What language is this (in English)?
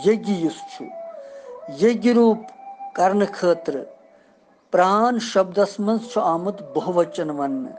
Kashmiri